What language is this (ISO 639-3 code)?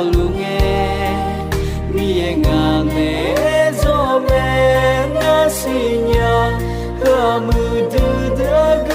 ahk